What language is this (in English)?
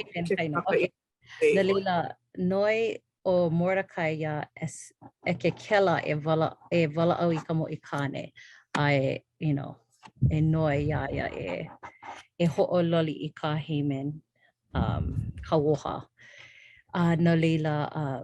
Hawaiian